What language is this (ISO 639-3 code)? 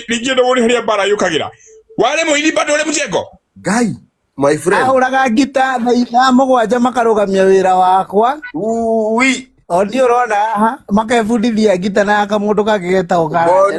kik